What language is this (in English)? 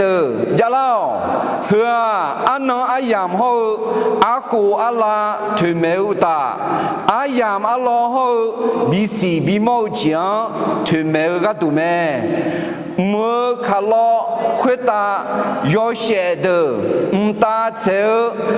Akha